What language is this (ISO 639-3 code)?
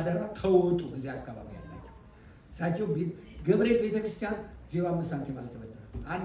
amh